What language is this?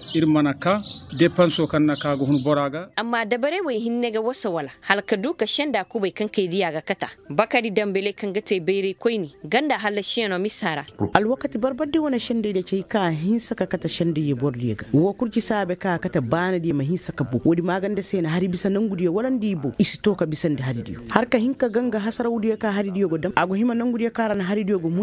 Koyraboro Senni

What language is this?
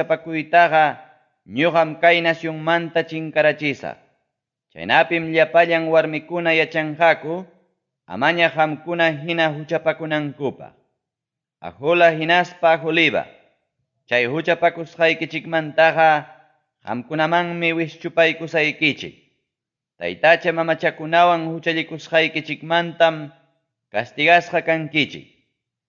Ayacucho Quechua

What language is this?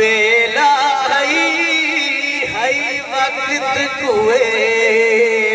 Saraiki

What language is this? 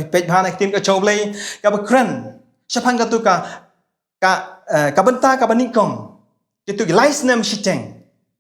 Khasi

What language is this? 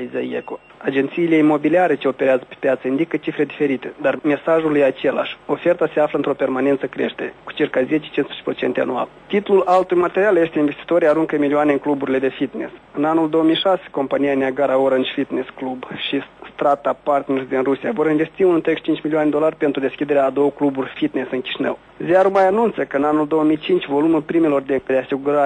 Romanian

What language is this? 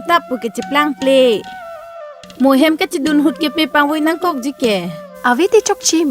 Karbi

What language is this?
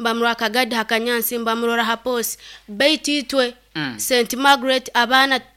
Nyoro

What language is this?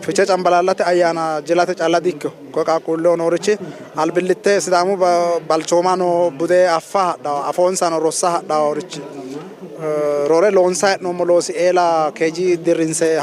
Sidamo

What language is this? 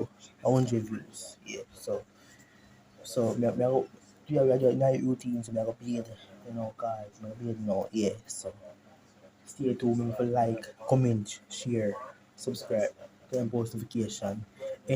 Jamaican Creole English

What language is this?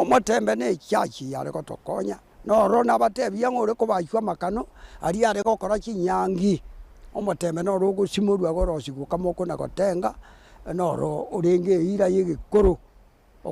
Gusii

